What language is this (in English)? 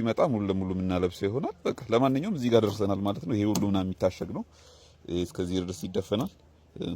Amharic